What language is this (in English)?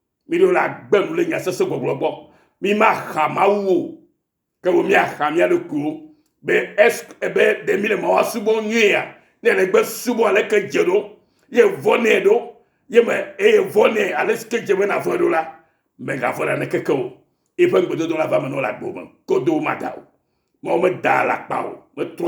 Ewe